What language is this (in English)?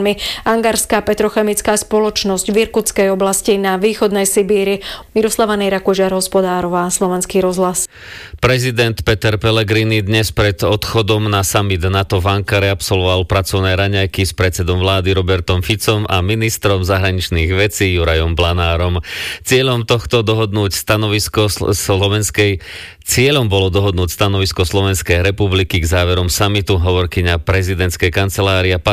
Slovak